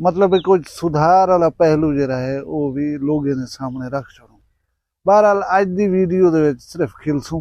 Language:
Saraiki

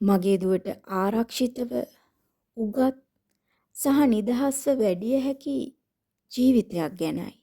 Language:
Sinhala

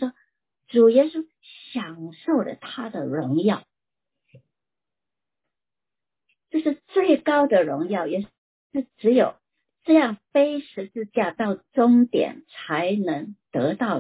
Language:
Chinese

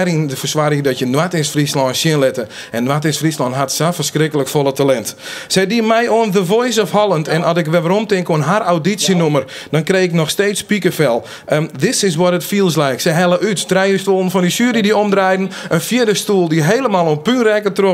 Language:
Western Frisian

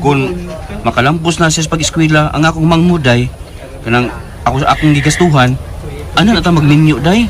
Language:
Cebuano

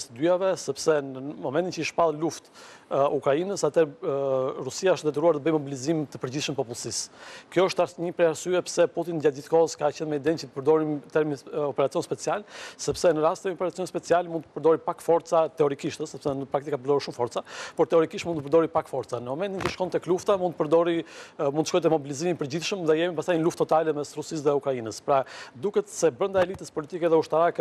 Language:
Albanian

